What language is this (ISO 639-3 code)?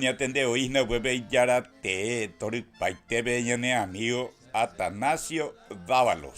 grn